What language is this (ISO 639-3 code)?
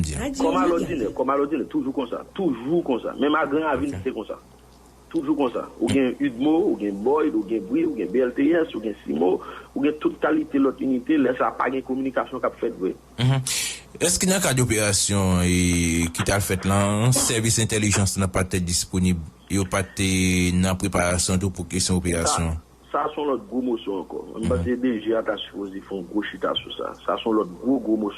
hat